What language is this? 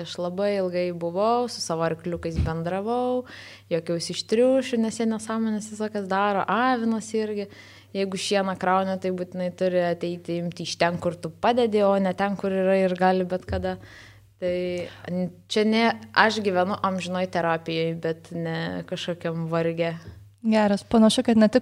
Lithuanian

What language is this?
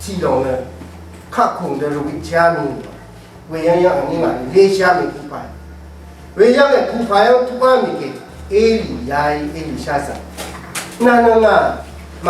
Rawang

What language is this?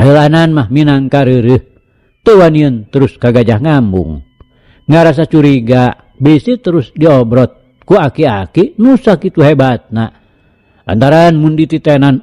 Sundanese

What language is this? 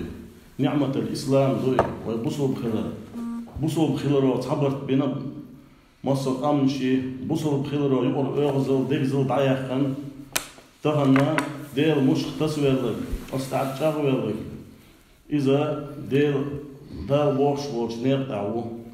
Chechen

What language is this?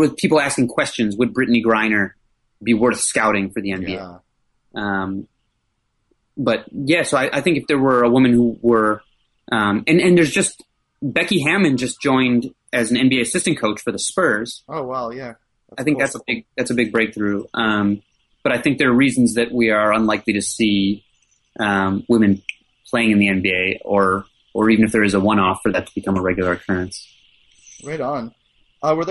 English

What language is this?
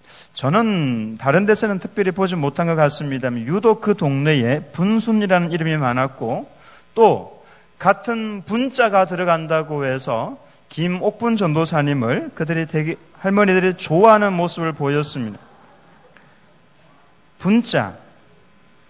Korean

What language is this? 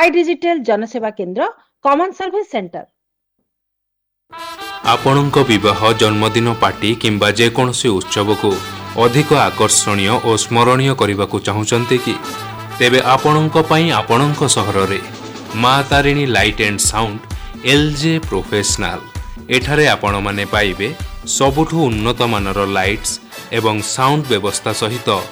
Odia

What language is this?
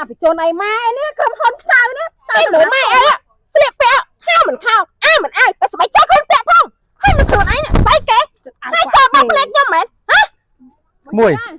Khmer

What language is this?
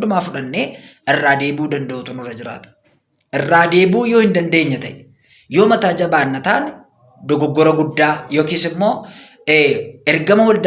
Oromo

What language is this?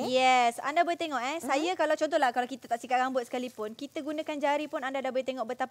Malay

